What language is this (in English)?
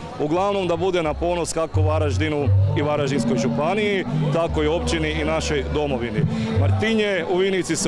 Croatian